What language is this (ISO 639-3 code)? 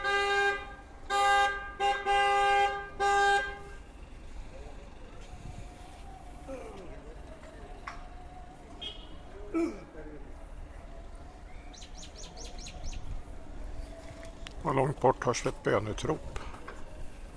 swe